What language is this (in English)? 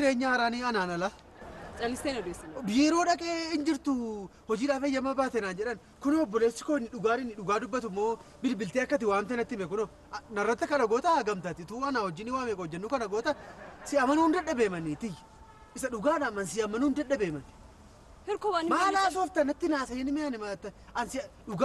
Oromo